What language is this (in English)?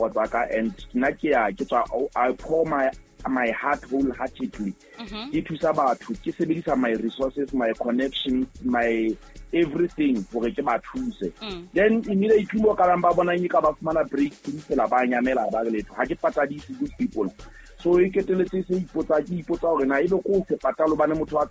Southern Sotho